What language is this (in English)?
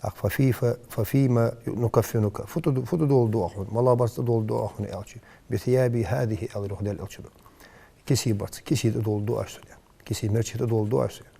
Ingush